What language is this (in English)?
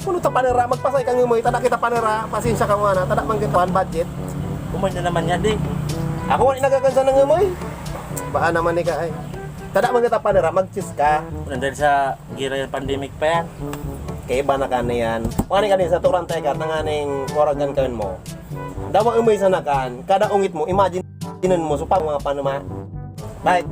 Bikol